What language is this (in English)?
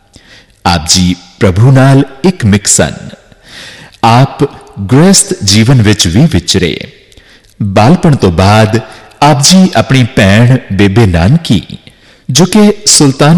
Punjabi